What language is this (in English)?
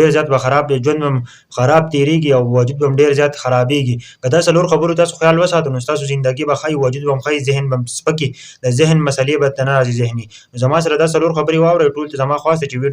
Pashto